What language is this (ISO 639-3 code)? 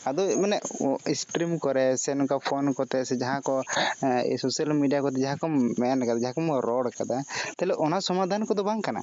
sat